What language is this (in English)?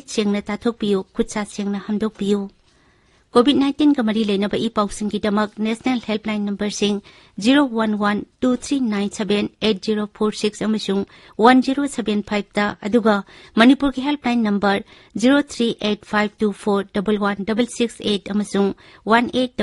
Manipuri